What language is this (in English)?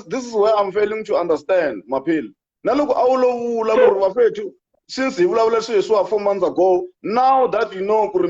Tsonga